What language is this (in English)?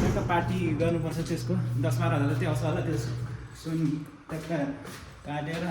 Nepali